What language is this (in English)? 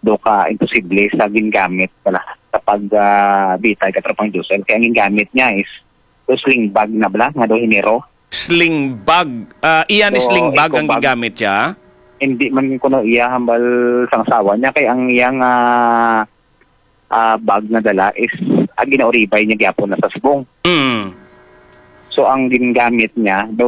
Hiligaynon